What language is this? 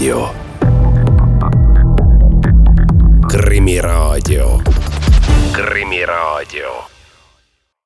Estonian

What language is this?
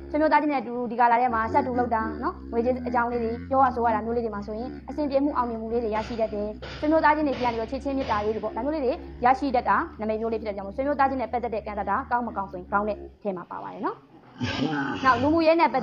Burmese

